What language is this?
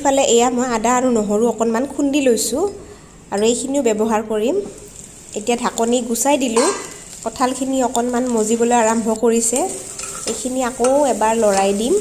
Assamese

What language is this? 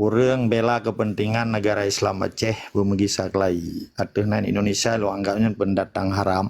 Achinese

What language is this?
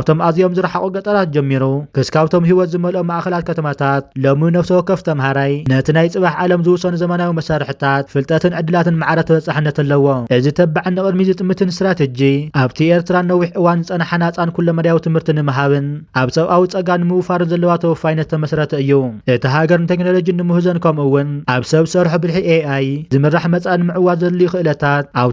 Tigrinya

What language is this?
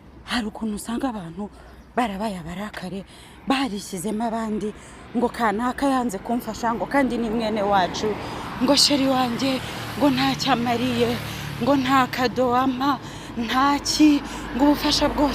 Kinyarwanda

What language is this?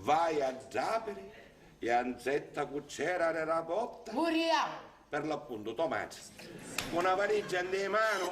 Sicilian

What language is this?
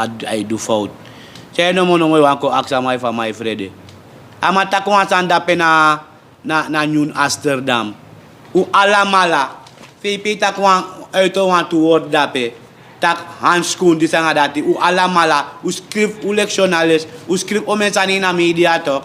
Sranan Tongo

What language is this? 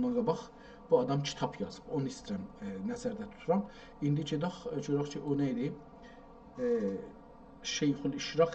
South Azerbaijani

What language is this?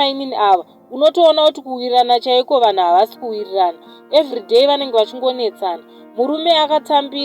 Shona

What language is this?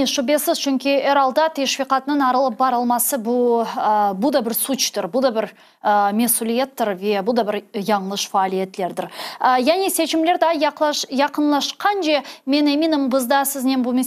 Crimean Tatar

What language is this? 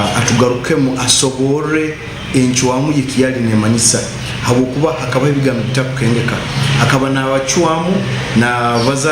Nyankole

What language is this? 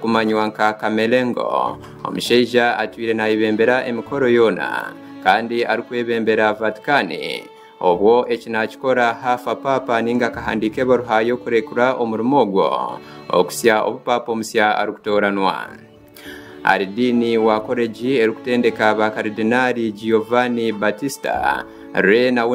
Nyankole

